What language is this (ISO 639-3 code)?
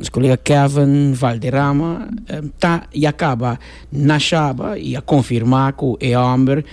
pap